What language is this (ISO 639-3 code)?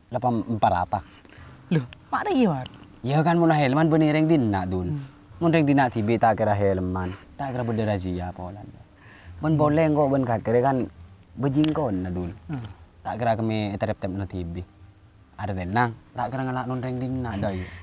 mad